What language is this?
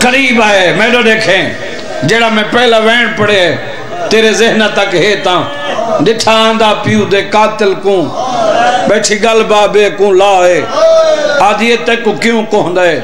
Saraiki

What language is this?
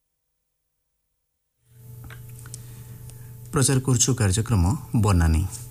Odia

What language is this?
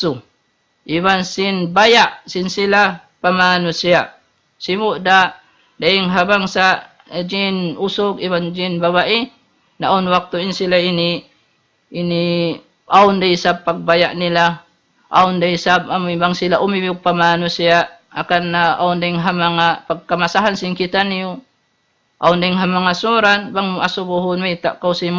Tausug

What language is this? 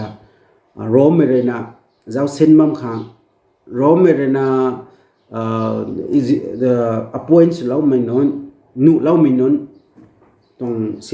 Rongmei Naga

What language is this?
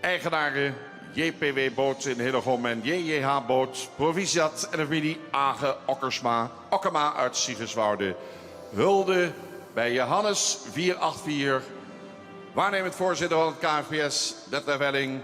Western Frisian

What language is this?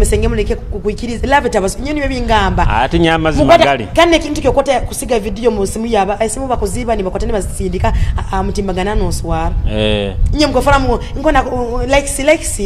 Nyoro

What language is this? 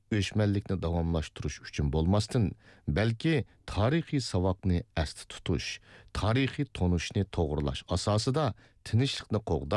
Uyghur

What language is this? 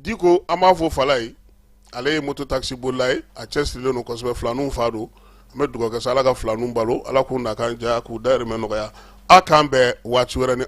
Bambara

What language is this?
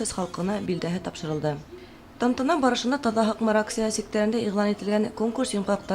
Bashkir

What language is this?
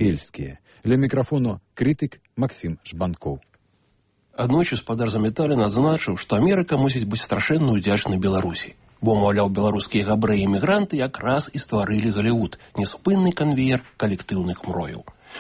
Belarusian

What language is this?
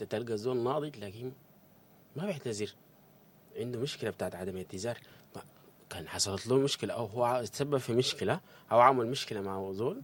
Sudanese Arabic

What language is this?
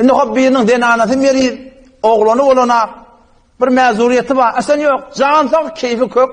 Turkmen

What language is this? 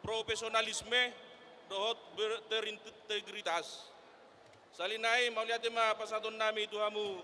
Batak Toba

